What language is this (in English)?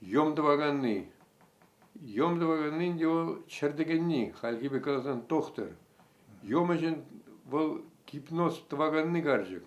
Chuvash